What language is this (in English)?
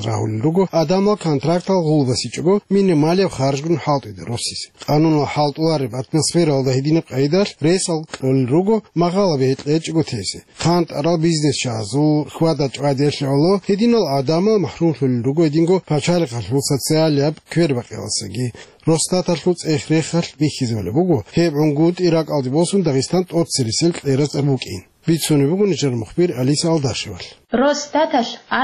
Avaric